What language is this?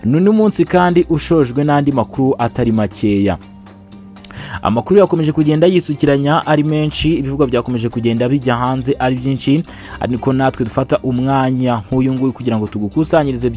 Kinyarwanda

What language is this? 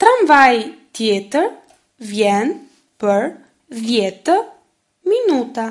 Albanian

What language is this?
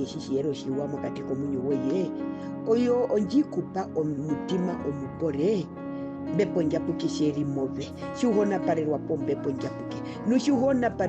Herero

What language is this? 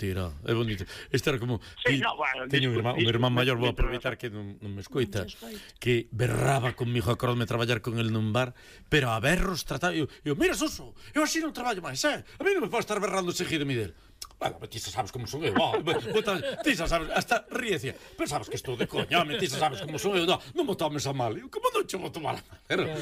Galician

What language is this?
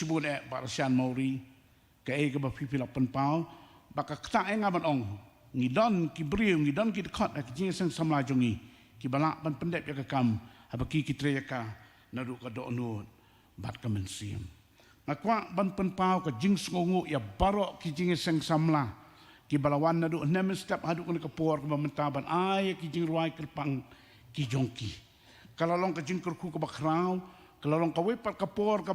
Khasi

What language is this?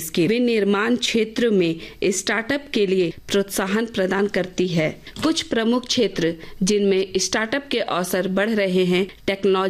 Hindi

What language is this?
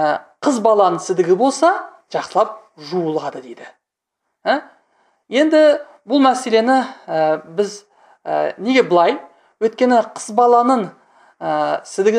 Kazakh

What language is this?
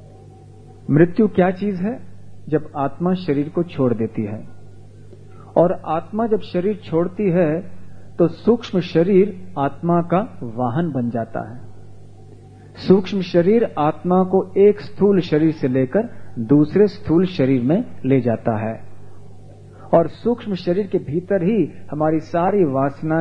Hindi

